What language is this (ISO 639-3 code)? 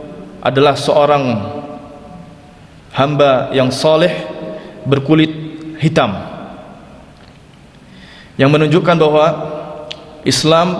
ind